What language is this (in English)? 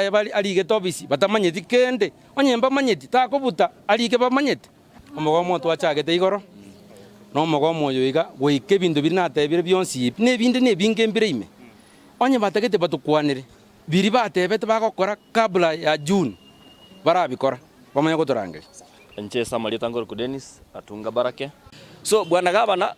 Gusii